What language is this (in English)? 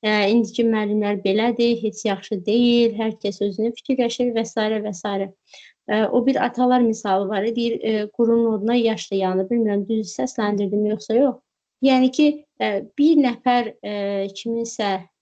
Azerbaijani